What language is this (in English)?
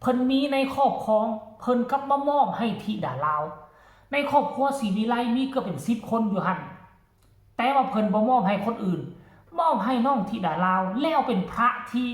Northeastern Thai